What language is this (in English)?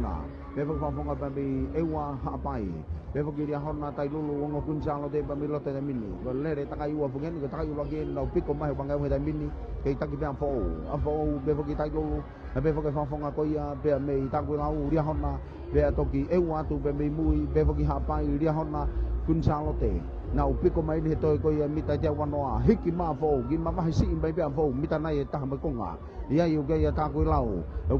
Tongan